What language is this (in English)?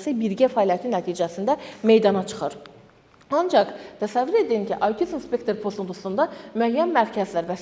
Azerbaijani